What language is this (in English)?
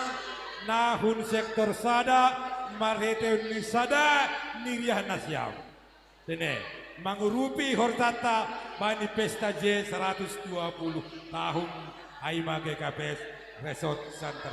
Batak Simalungun